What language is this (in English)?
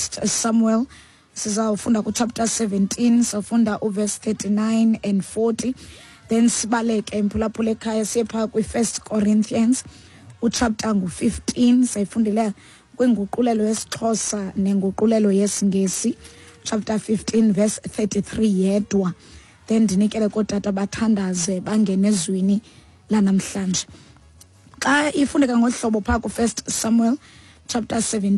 Xhosa